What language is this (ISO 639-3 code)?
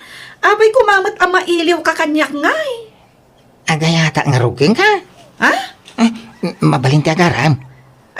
ilo